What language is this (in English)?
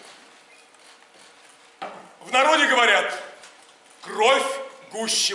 Russian